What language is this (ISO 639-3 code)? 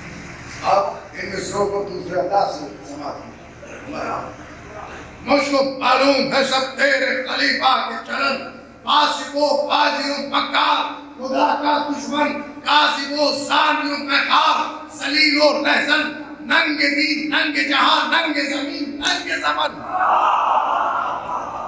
urd